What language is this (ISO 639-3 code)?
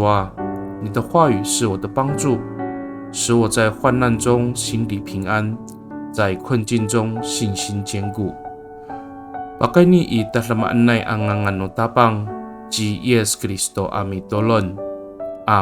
ami